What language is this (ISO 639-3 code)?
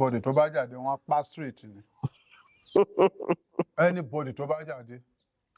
yor